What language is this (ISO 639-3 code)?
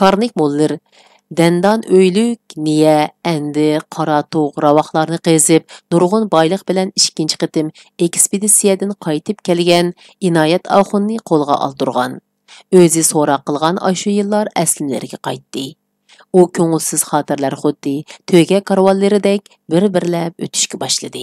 uig